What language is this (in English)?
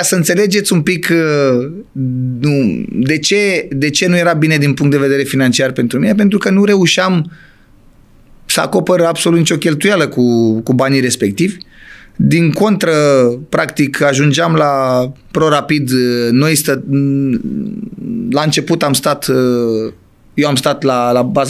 Romanian